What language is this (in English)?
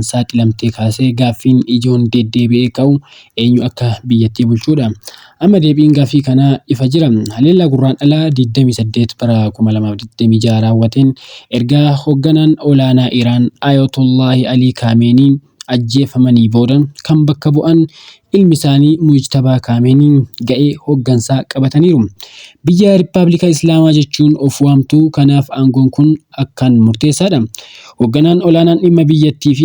Oromo